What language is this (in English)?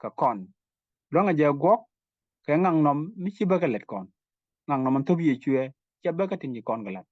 Nuer